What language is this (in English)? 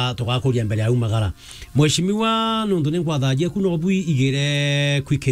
Meru